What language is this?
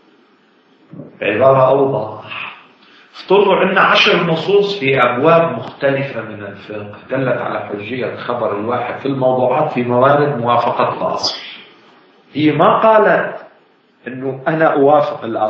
Arabic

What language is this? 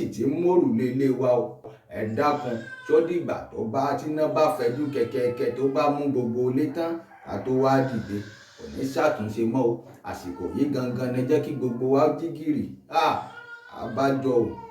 Yoruba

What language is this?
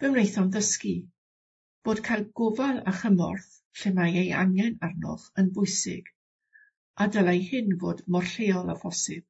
Welsh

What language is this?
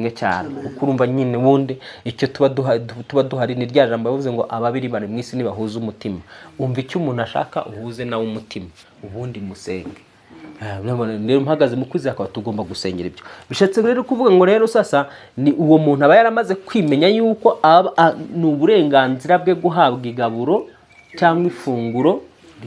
Kinyarwanda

